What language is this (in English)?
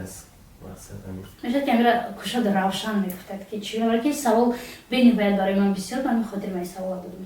Tajik